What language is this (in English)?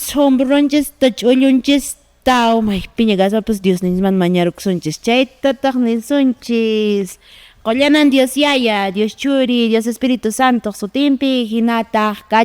Quechua